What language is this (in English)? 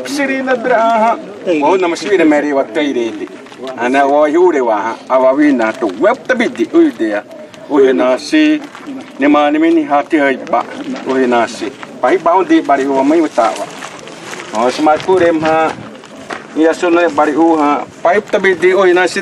Xavánte